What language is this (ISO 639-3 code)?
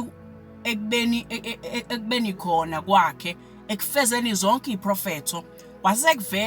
zul